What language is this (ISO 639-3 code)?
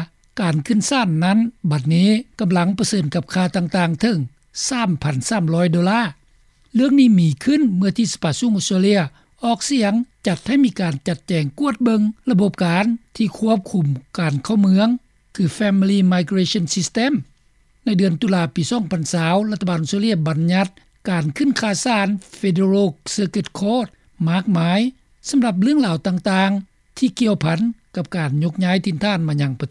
lao